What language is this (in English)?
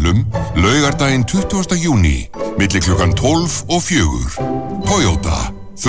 Icelandic